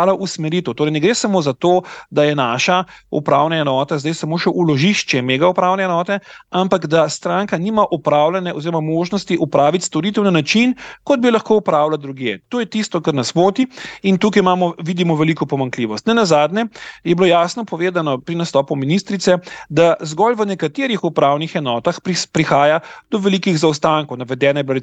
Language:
Slovenian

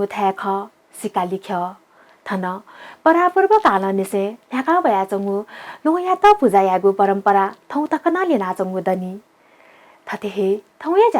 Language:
Newari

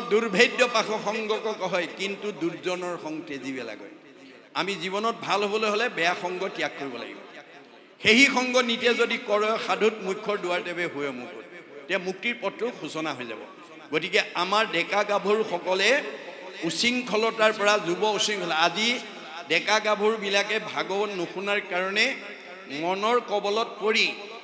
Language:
Assamese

